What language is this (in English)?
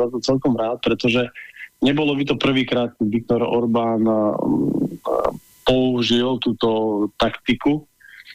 Slovak